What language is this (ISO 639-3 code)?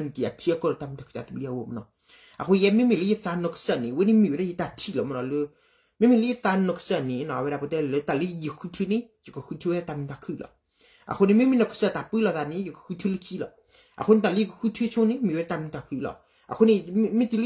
ksw